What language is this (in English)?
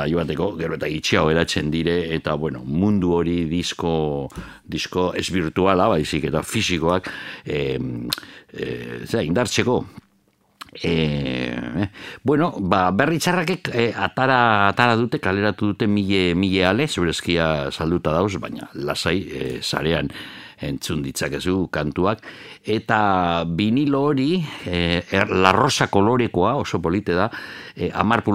Basque